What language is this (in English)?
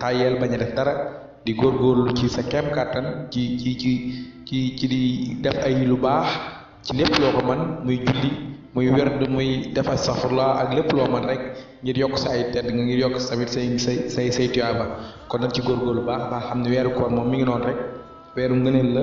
Wolof